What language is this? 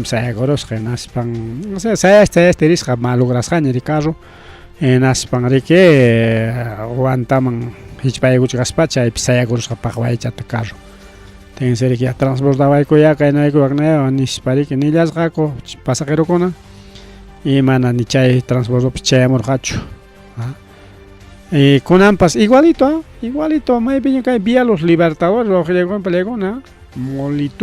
Ayacucho Quechua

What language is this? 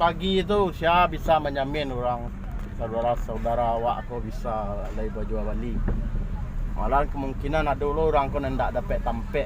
Minangkabau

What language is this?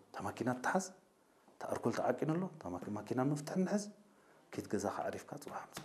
Tigrinya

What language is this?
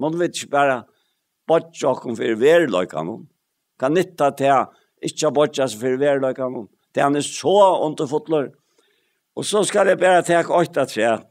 Faroese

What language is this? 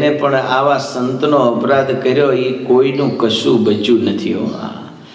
Gujarati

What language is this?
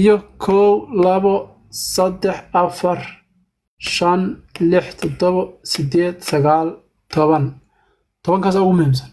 Somali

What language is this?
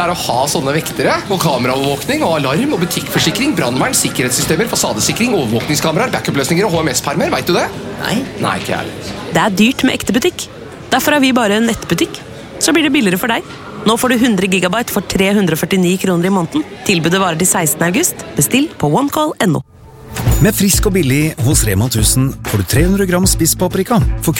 Norwegian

